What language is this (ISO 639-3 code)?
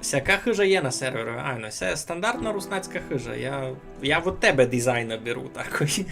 rue